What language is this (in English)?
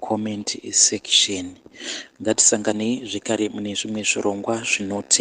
Shona